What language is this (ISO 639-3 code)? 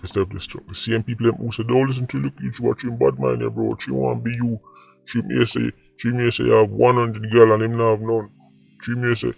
jam